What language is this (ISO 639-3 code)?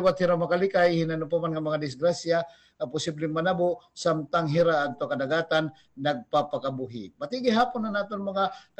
war